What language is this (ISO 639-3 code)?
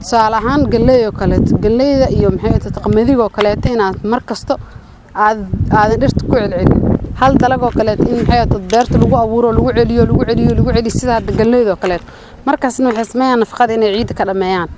som